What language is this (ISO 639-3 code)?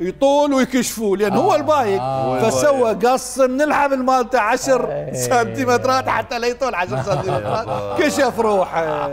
acm